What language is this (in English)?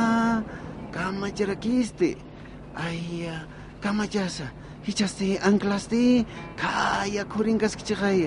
Aymara